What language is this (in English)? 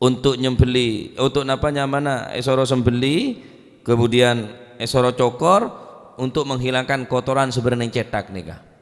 Madurese